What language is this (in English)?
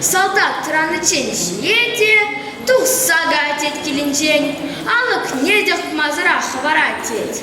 Chuvash